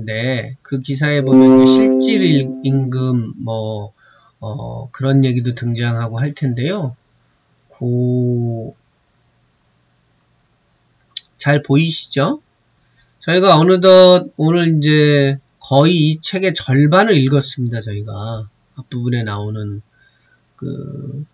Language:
Korean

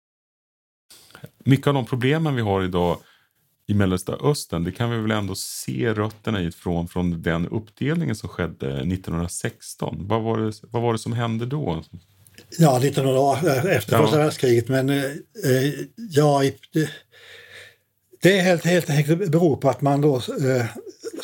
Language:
Swedish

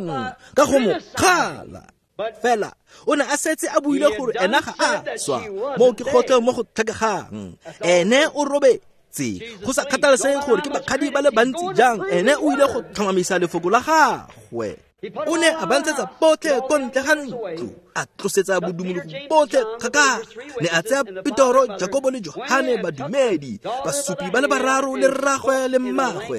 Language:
Tswana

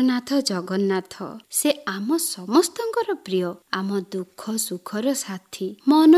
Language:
Odia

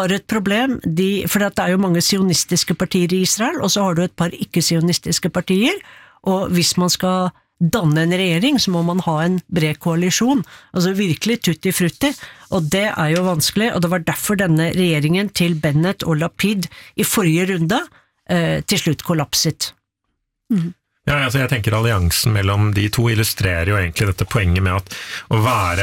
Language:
Norwegian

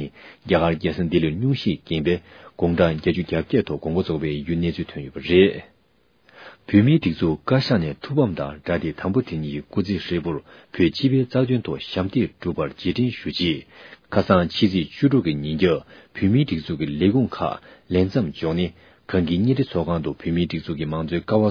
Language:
Tibetan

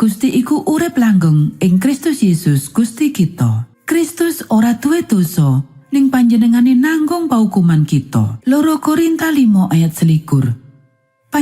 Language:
Javanese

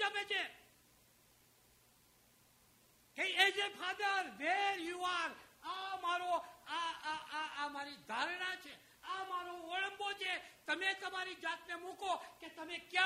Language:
Gujarati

